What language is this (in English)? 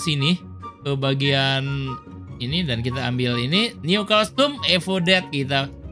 Indonesian